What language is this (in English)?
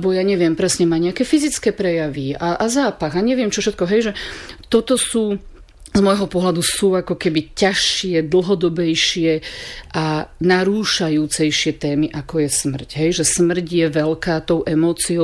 Slovak